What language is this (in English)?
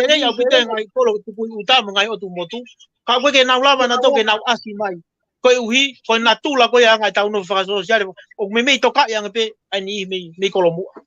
Tongan